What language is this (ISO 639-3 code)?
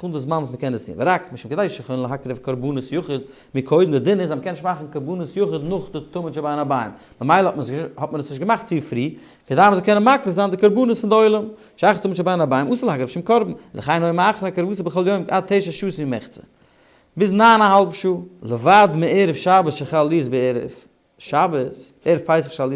yid